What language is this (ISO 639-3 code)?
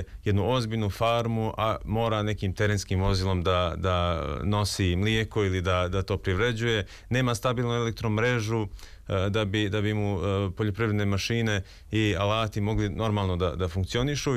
srp